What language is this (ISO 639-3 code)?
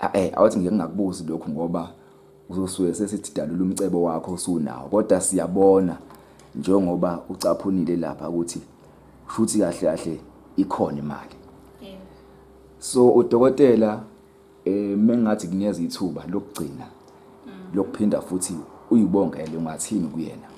zul